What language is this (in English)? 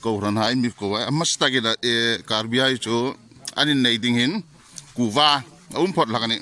Hmar